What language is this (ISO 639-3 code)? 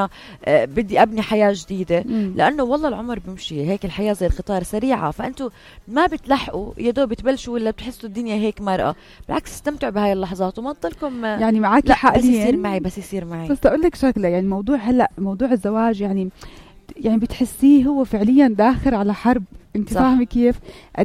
apc